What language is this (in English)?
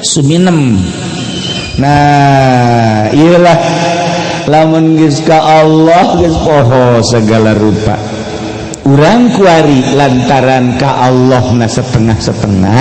Sundanese